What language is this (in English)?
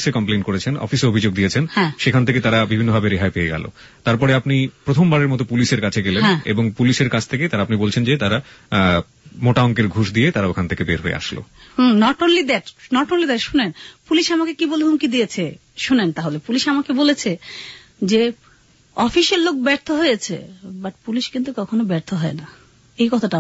Bangla